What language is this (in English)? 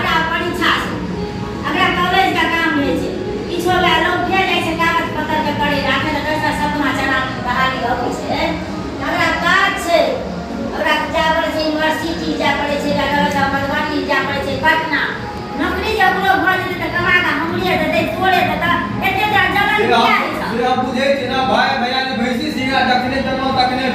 Maithili